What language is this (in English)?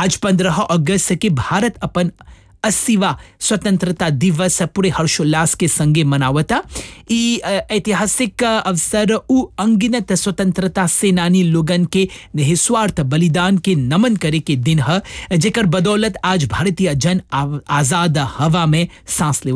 Bhojpuri